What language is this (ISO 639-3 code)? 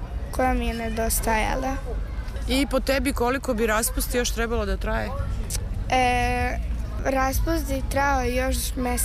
srp